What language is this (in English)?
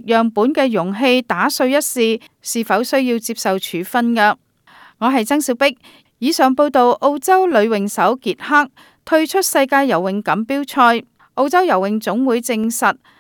Cantonese